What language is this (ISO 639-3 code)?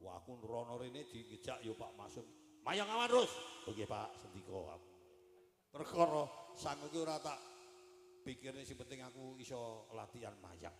jav